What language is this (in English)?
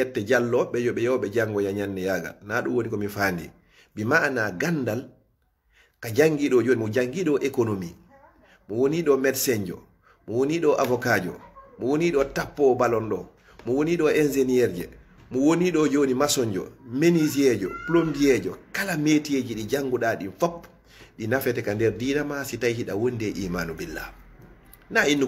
Fula